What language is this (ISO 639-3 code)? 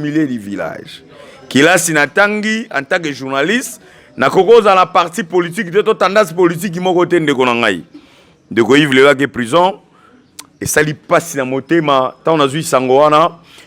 lin